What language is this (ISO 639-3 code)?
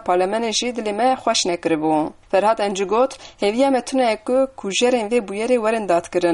kur